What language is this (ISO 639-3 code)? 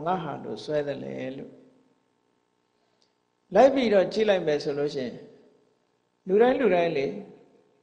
mya